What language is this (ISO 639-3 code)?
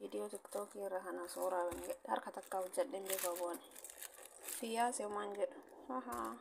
orm